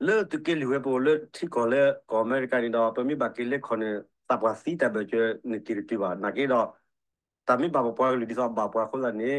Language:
S'gaw Karen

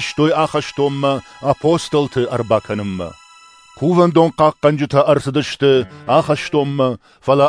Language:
Ossetic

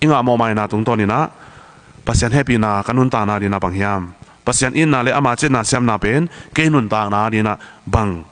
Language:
Tedim Chin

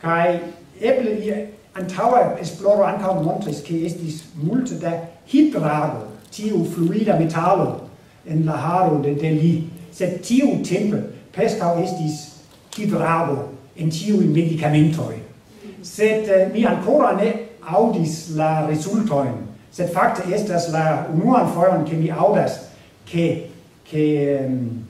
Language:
Esperanto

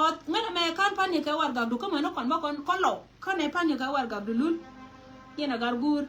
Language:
Nuer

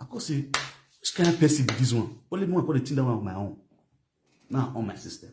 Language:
Nigerian Pidgin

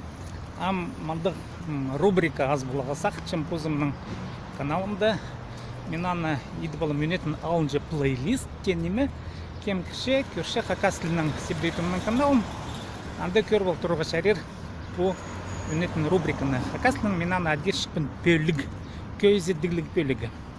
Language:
Khakas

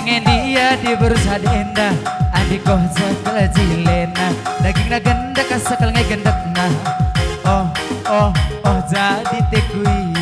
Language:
Batak Karo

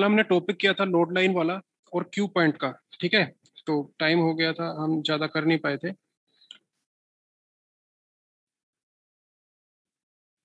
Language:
Hindi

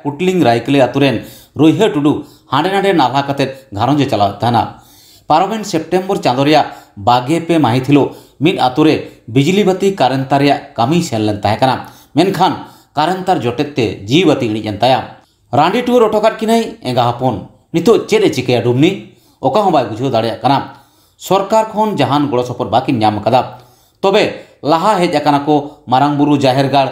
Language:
Santali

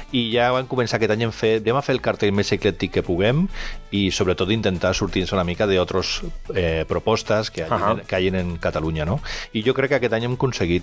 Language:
Catalan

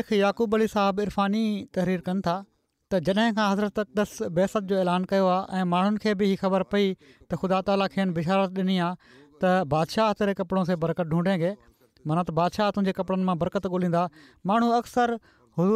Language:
Sindhi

